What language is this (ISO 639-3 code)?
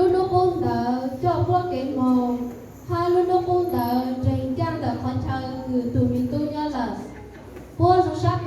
hmn